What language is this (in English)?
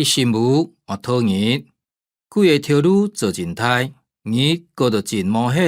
Hakka Chinese